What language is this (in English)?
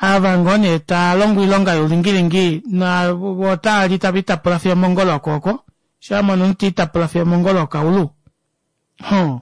Kuanyama